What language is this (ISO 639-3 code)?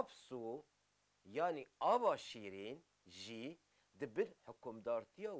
kur